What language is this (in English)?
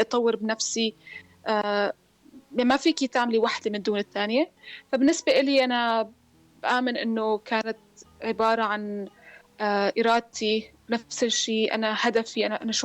North Levantine Arabic